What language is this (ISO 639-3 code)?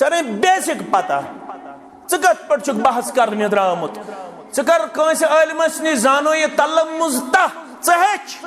kas